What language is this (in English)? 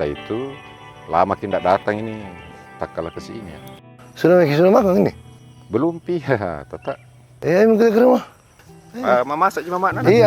Makassar Malay